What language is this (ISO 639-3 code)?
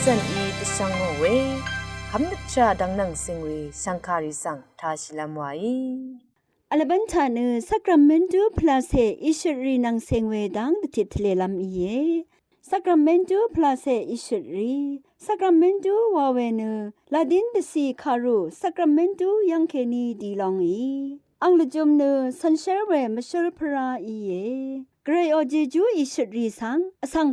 raw